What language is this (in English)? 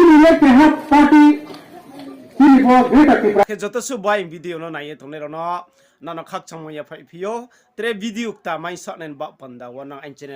Riang (India)